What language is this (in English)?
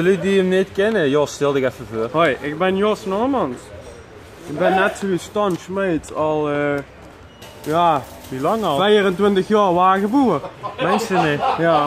Limburgish